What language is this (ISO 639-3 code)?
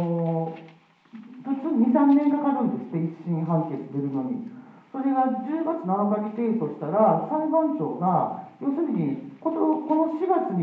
jpn